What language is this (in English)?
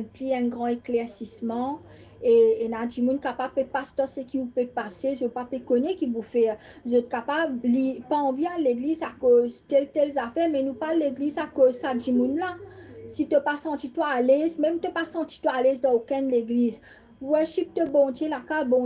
Morisyen